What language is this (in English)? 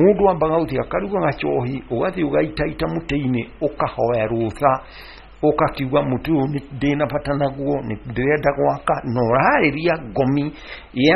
Kikuyu